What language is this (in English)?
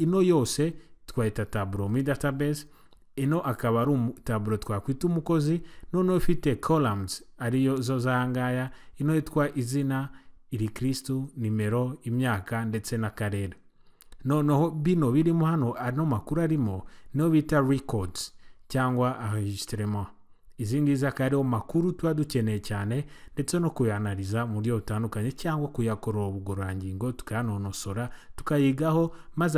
Kinyarwanda